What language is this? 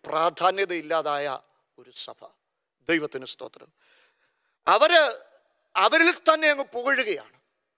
Malayalam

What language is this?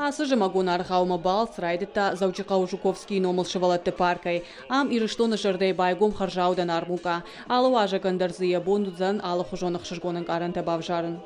Ossetic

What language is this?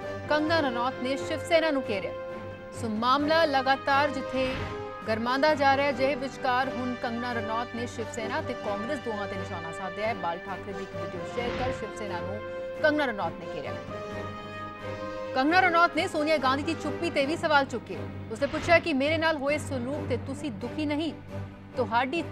Punjabi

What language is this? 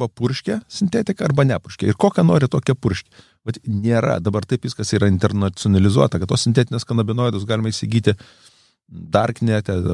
Lithuanian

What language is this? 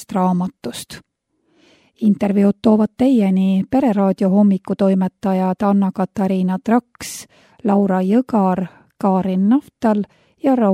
Estonian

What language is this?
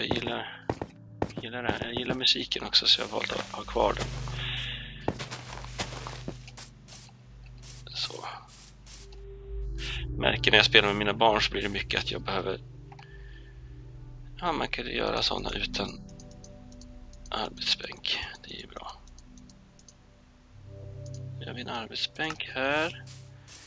Swedish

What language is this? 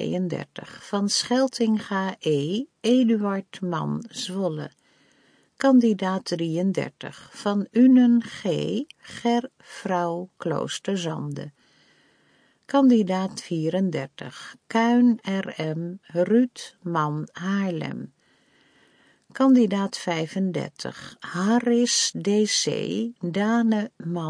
Dutch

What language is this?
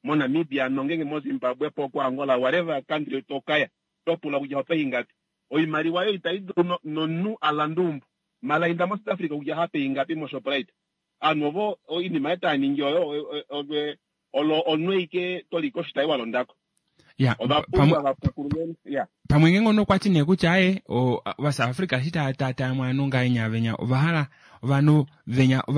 Kuanyama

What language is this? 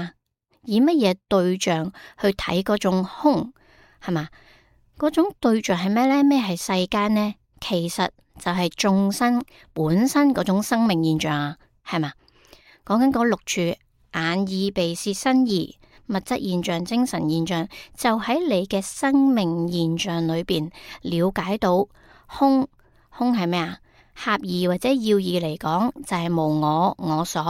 Cantonese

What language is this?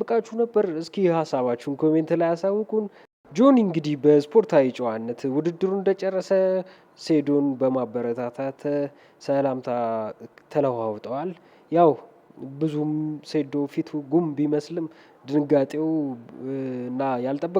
Amharic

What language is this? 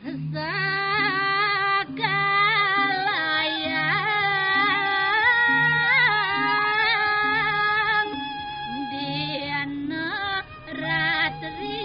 Balinese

